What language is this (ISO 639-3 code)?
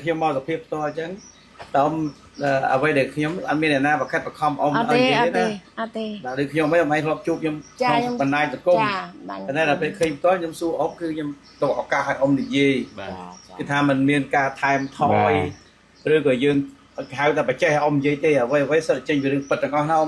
khm